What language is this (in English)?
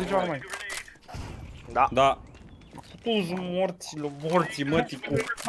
Romanian